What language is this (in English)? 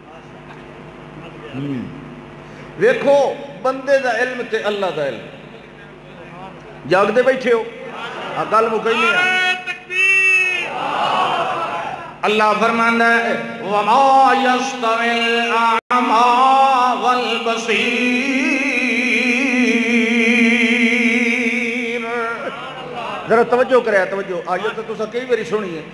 Urdu